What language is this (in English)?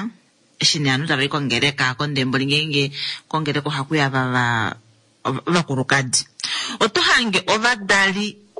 Kuanyama